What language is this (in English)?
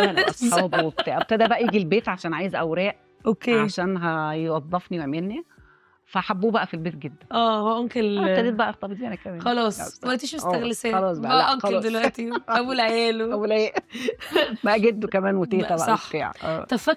Egyptian Arabic